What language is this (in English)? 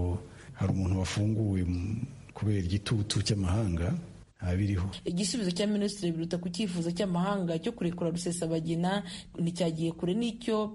Kinyarwanda